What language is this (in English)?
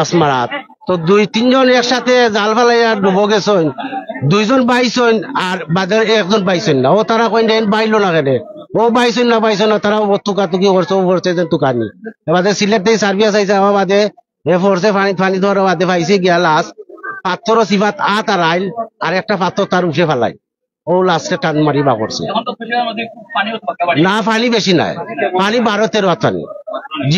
Sylheti